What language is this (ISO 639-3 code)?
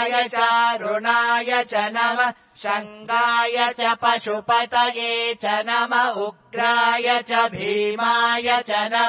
san